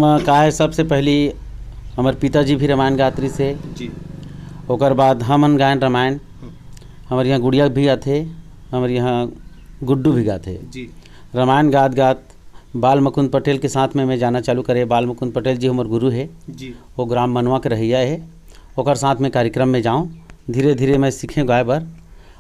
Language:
Chhattisgarhi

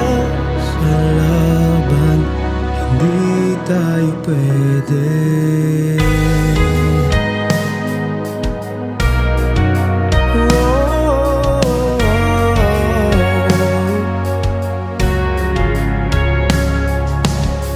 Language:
Filipino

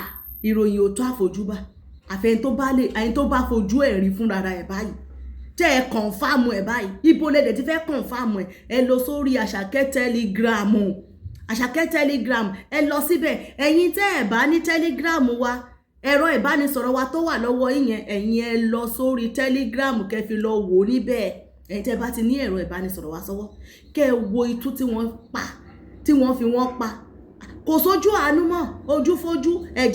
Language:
Yoruba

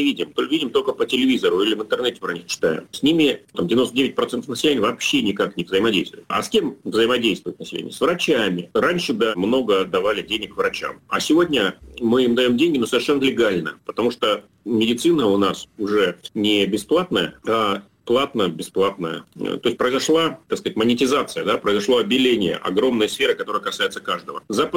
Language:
Russian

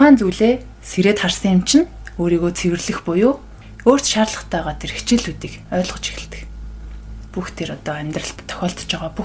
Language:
Mongolian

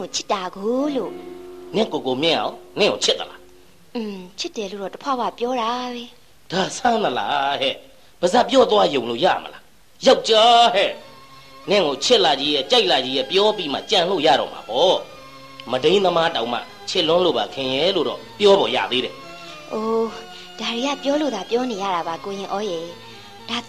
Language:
Burmese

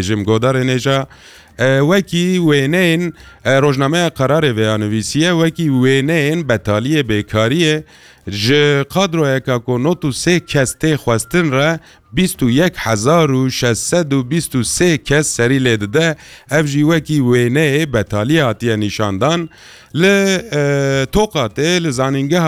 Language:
Kurdish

